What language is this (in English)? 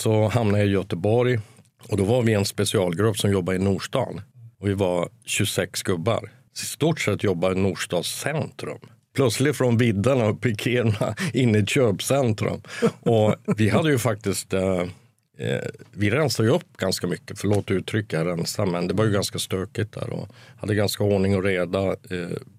Swedish